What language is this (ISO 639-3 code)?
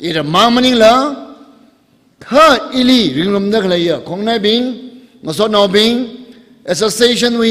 nmf